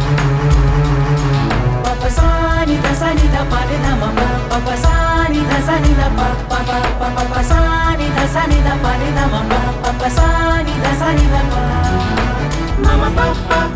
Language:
Marathi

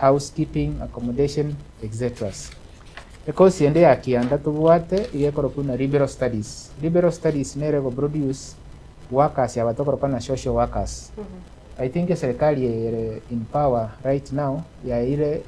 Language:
Gusii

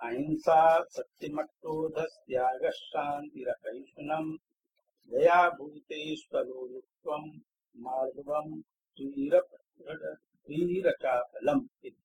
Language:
Sanskrit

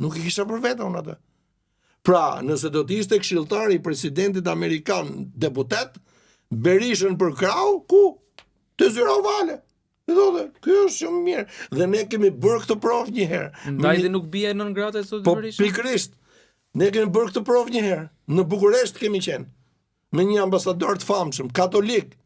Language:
Albanian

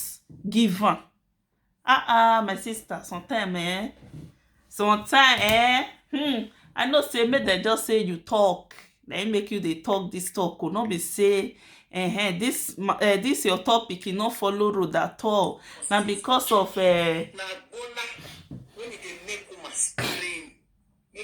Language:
Nigerian Pidgin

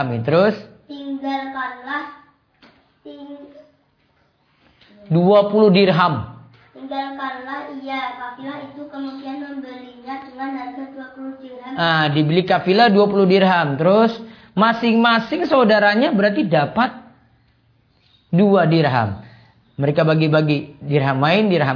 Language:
Indonesian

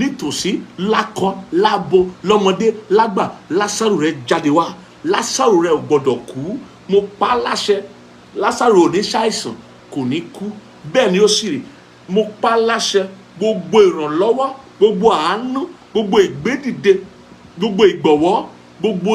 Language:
Yoruba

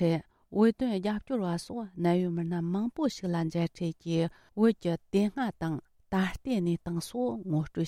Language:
Tibetan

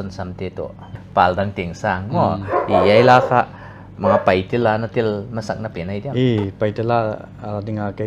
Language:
Paite Chin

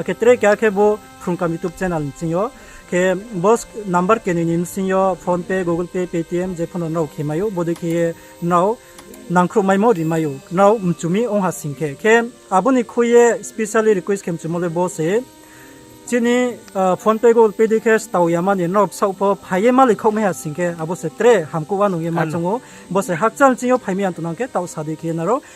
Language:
Riang (India)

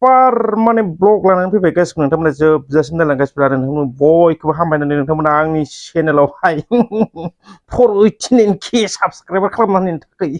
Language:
Bodo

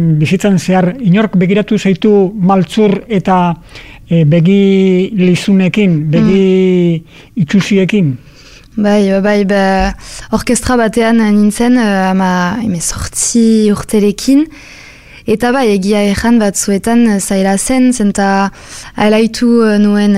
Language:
Basque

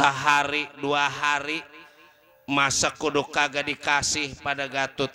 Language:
Betawi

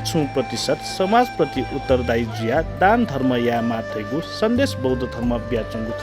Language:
Newari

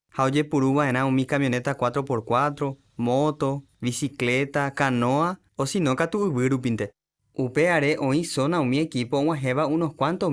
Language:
Guarani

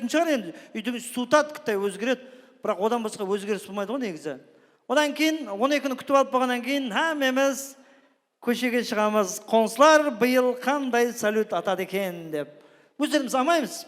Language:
Kara-Kalpak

